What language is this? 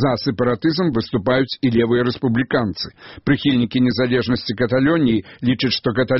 Belarusian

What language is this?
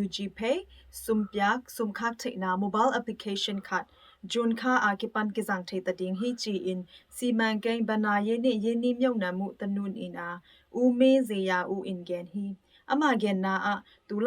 Tedim Chin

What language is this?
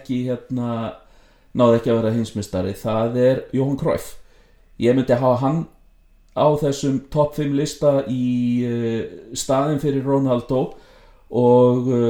Icelandic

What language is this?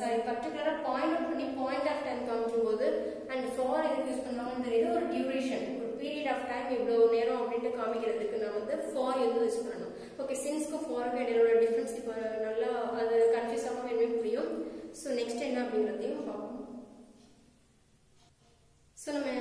Tamil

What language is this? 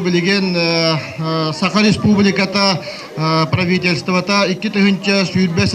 Yakut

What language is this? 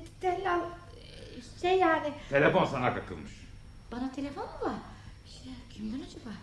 Turkish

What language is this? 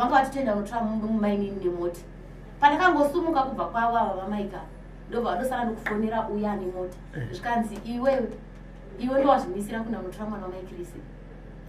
Shona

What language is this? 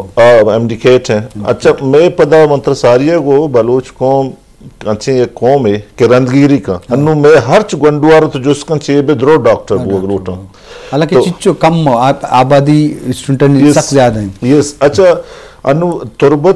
Baluchi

